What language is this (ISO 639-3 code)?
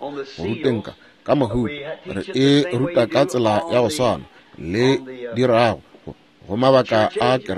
nso